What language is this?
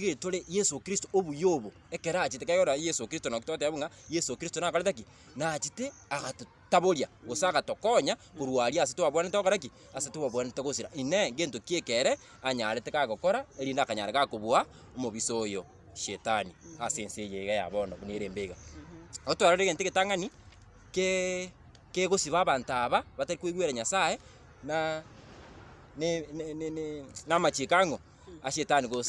Gusii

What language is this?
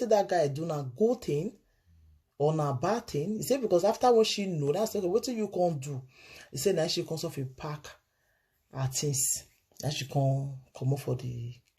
Nigerian Pidgin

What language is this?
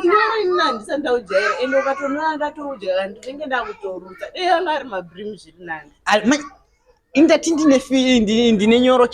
Shona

